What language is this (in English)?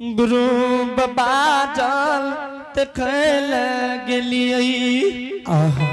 Angika